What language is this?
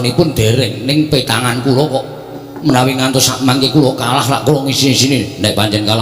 Javanese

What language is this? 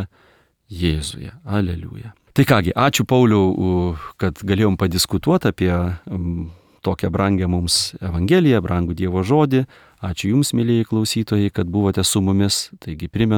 Lithuanian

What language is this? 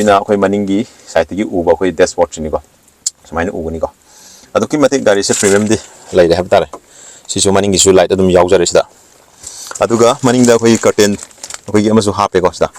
Manipuri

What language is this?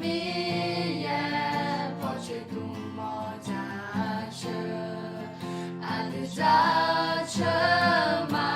Akha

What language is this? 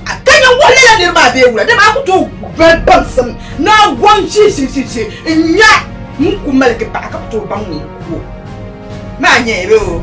Dagbani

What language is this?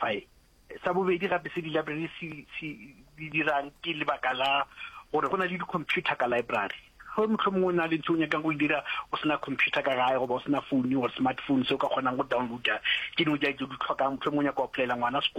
Northern Sotho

